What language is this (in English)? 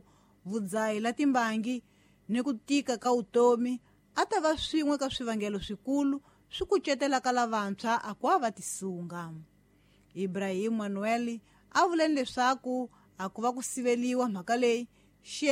Tsonga